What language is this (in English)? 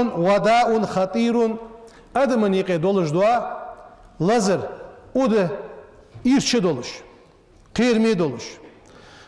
Ingush